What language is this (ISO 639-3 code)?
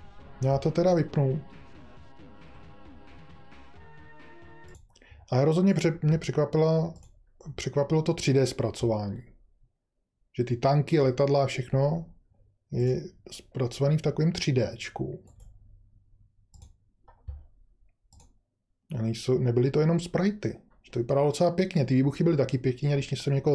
ces